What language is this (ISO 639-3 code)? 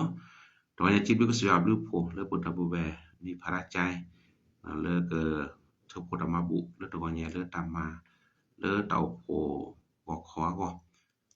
ksw